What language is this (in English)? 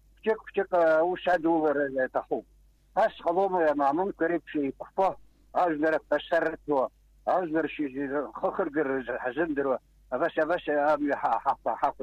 Abkhazian